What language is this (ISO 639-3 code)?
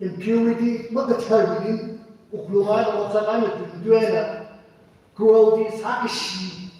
nmf